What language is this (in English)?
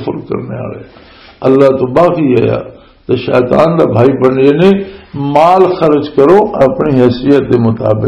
Western Panjabi